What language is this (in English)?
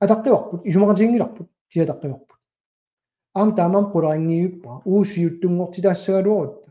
Kalaallisut